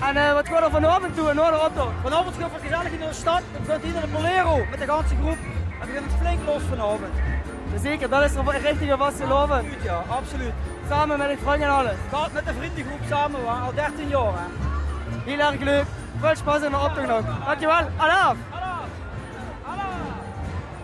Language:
Limburgish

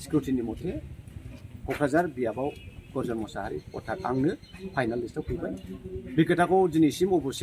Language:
Bodo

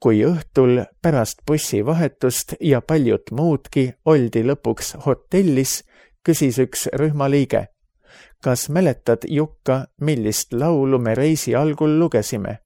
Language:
Estonian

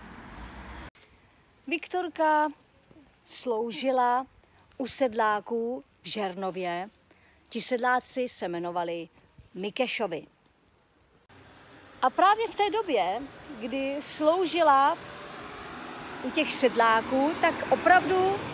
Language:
Czech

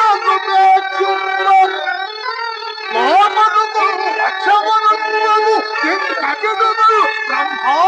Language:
Telugu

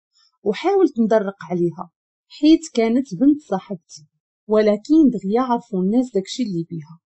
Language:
Moroccan Arabic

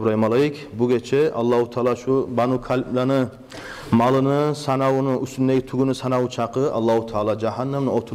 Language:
Kumyk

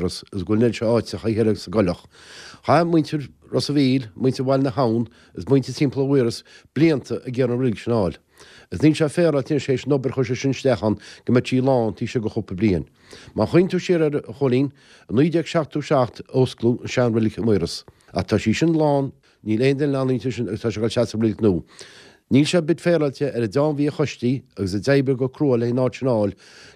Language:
Irish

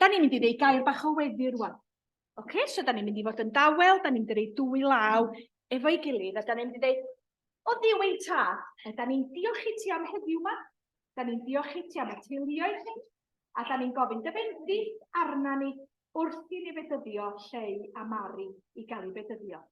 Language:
Welsh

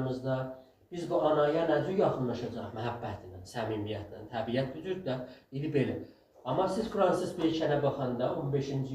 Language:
South Azerbaijani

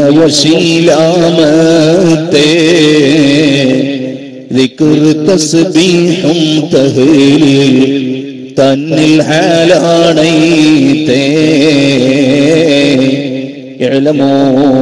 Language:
Malayalam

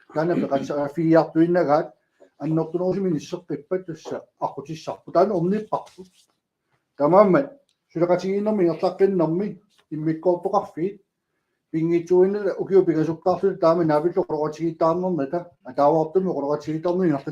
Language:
Kalaallisut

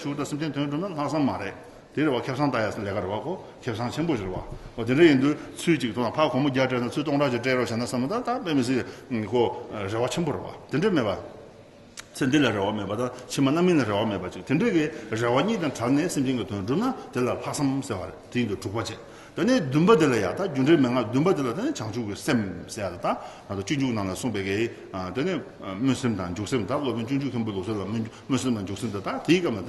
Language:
Tibetan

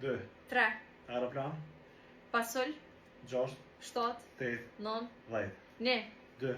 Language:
Albanian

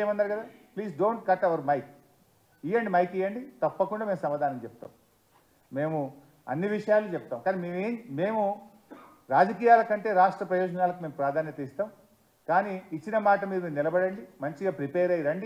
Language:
Telugu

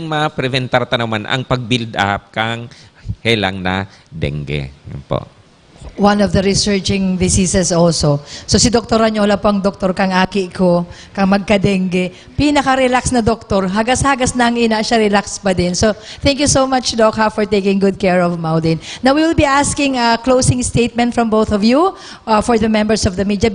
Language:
Bikol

